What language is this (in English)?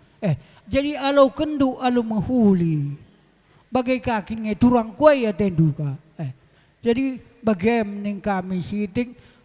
Batak Karo